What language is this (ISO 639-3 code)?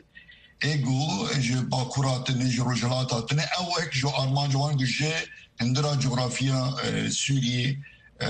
kur